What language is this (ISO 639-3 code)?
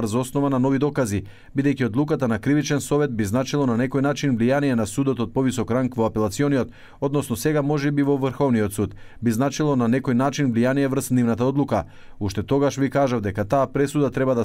mkd